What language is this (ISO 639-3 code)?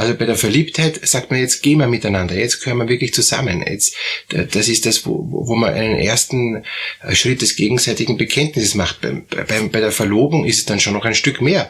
deu